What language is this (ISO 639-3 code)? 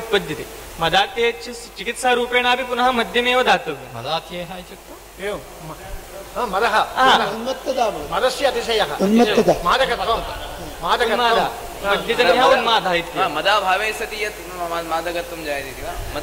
san